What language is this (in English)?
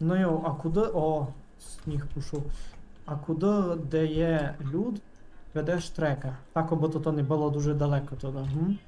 Rusyn